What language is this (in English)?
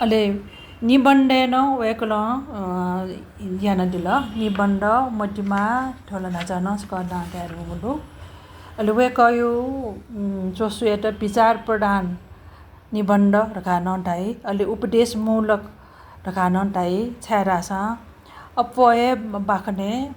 Newari